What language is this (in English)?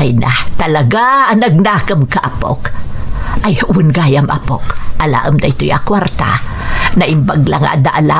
Iloko